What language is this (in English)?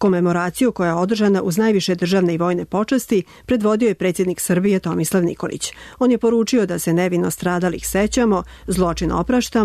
Serbian